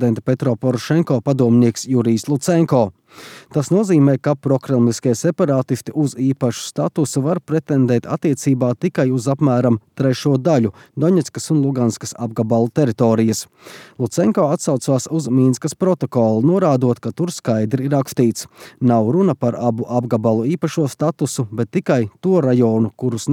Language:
Latvian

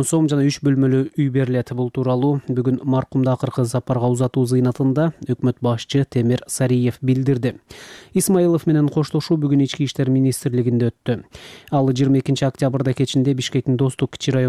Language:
Kyrgyz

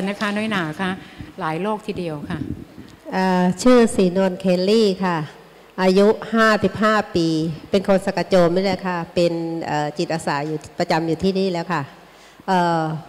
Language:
Thai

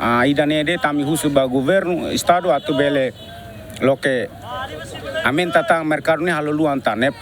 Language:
Tetum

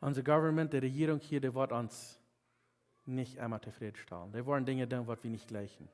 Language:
Plautdietsch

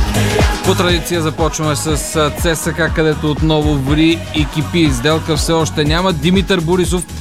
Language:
Bulgarian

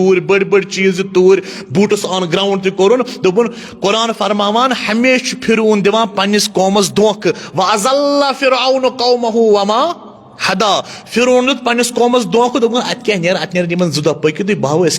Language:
Kashmiri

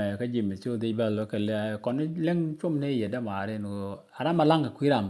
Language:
Nuer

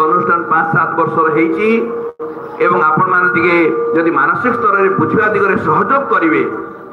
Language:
Odia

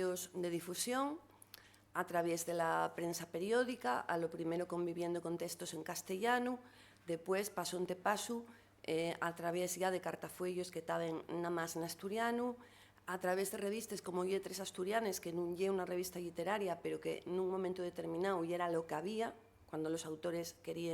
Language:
Asturian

